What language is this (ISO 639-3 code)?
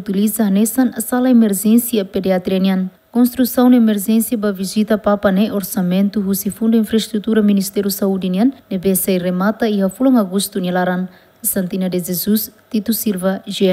tet